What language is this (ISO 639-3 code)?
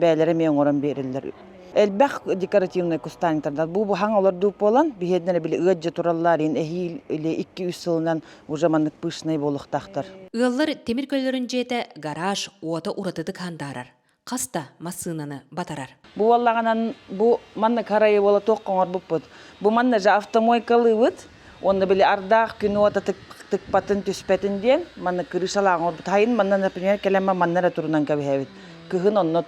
sah